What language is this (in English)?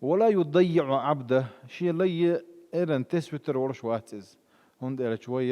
Chechen